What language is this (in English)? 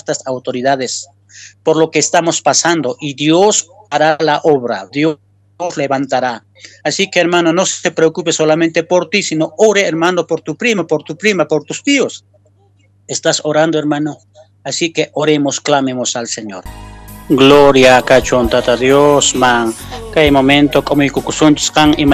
Quechua